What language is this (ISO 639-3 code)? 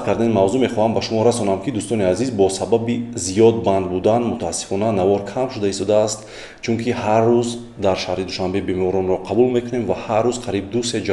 tgk